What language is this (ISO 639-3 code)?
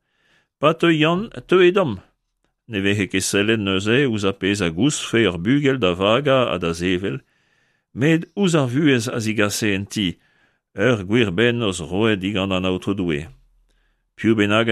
bre